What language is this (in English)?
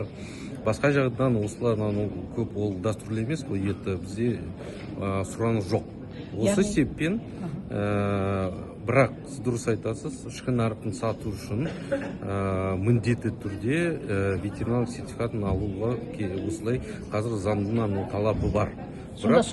Kazakh